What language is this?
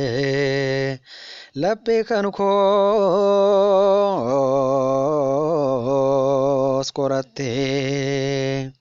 Oromo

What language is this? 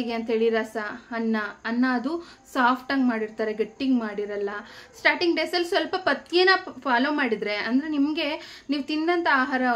Kannada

